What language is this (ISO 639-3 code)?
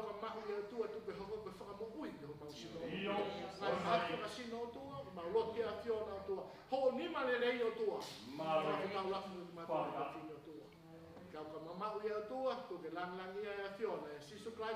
ton